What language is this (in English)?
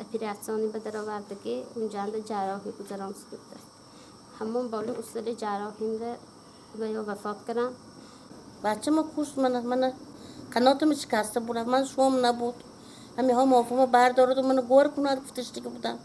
Tajik